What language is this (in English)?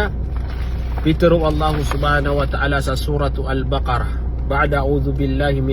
Maranao